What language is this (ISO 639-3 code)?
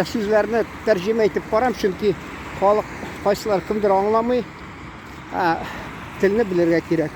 tat